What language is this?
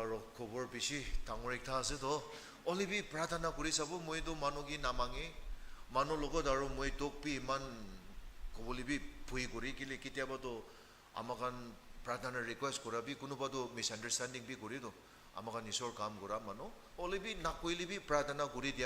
Naga Pidgin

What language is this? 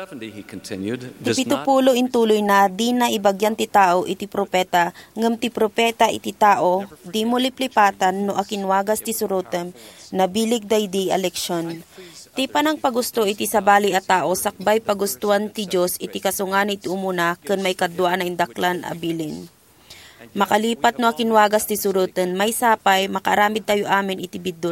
Iloko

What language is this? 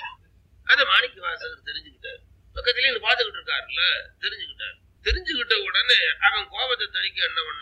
Tamil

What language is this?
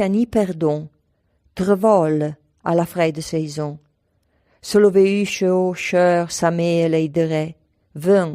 Arpitan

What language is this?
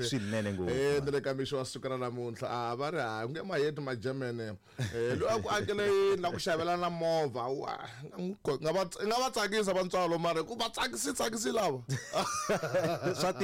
Tsonga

